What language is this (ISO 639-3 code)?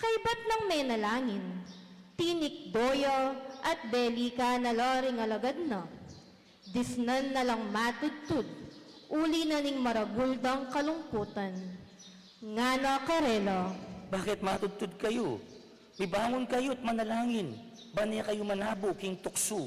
pam